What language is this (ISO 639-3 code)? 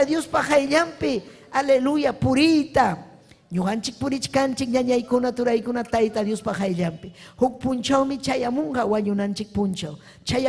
quy